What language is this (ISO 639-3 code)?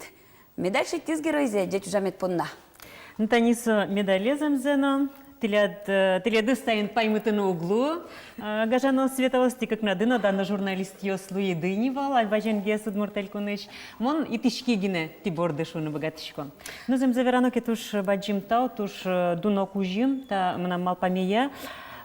udm